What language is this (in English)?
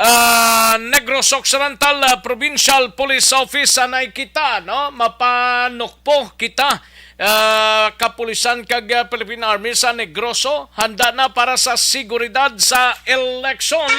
Hiligaynon